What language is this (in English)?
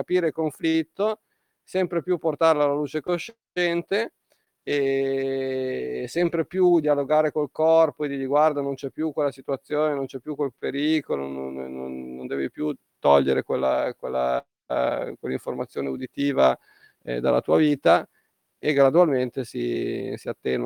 Italian